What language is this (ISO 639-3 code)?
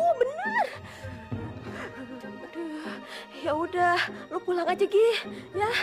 ind